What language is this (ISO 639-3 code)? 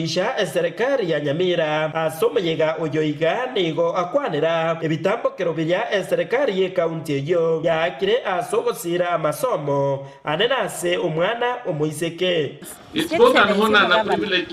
guz